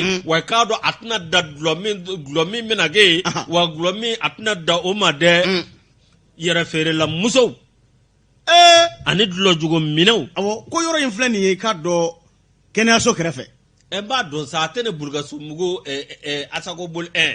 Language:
Bambara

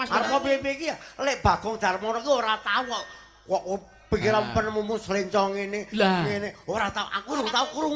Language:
Javanese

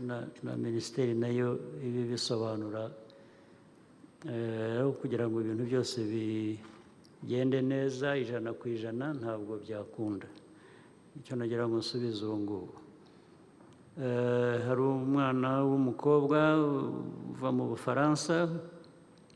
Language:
Kinyarwanda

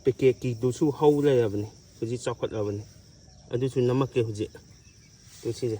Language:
Manipuri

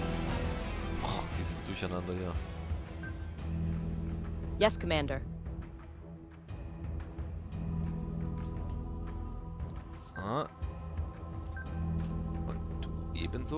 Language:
German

